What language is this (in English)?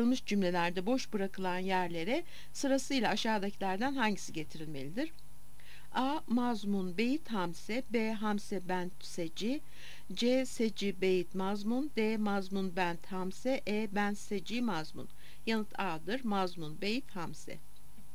Turkish